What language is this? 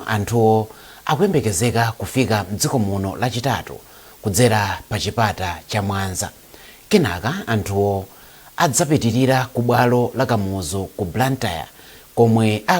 Nyanja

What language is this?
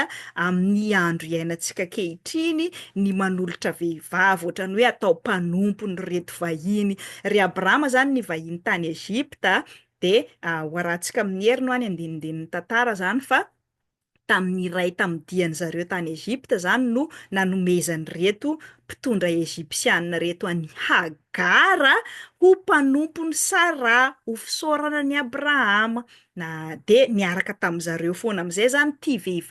Malagasy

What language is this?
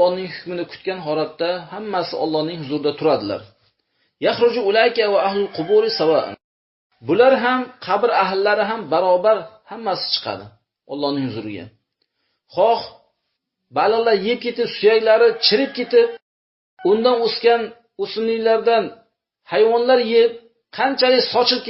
Uzbek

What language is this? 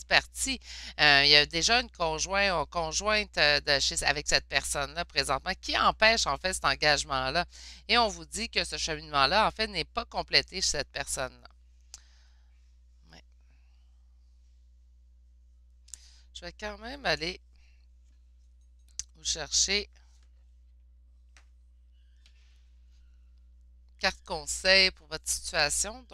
French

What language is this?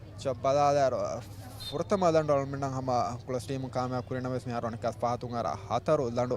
Divehi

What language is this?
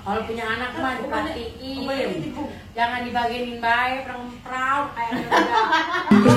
Betawi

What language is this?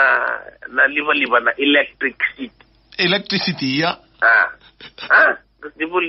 Fijian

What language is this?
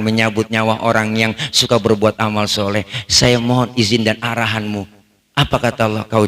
Betawi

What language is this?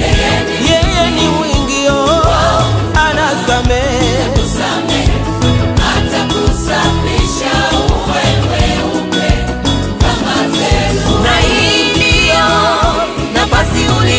Swahili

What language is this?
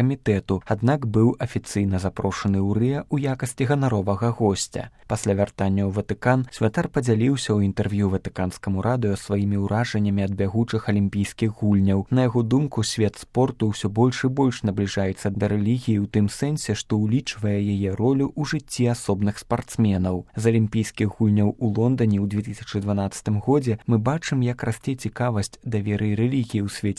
Belarusian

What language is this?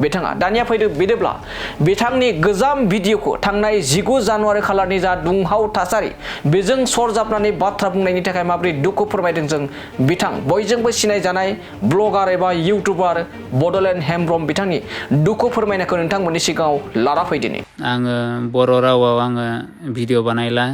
Bodo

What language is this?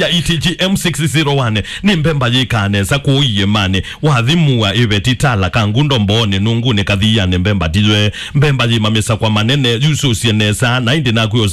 Kamba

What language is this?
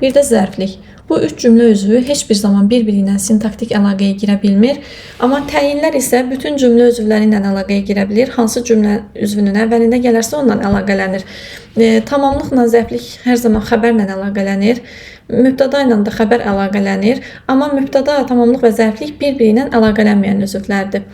Azerbaijani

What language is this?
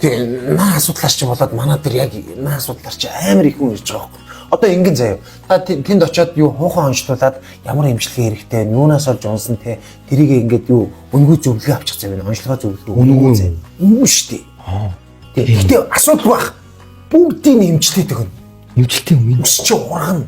Mongolian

